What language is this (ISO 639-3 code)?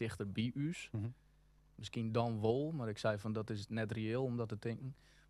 fry